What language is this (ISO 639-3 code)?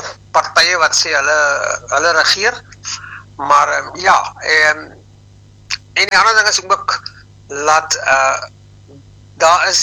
afr